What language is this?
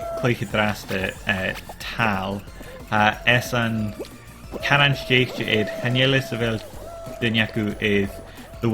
Scottish Gaelic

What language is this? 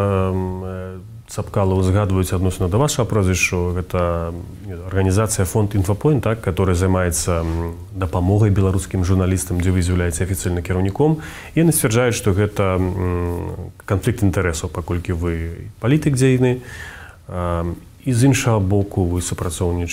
Belarusian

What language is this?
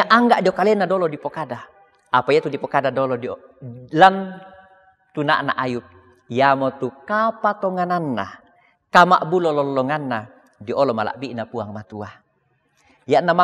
Toraja-Sa'dan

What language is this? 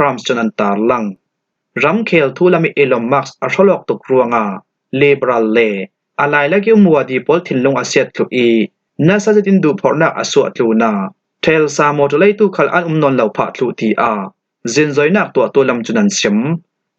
Falam Chin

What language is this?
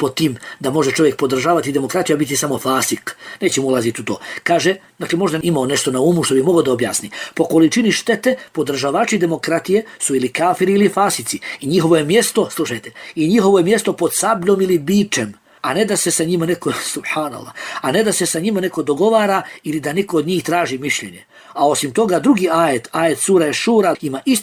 Bosnian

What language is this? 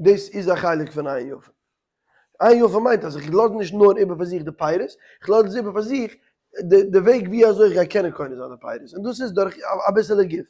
Yiddish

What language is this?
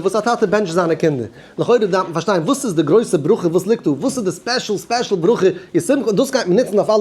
Yiddish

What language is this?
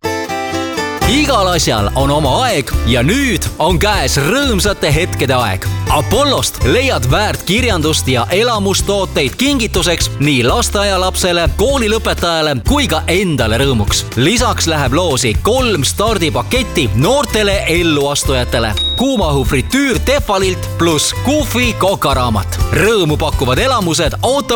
Estonian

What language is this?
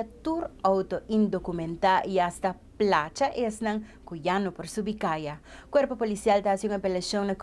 Papiamento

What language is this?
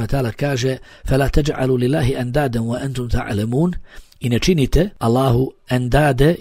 Bosnian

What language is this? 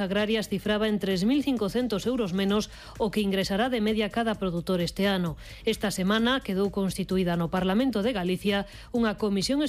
Galician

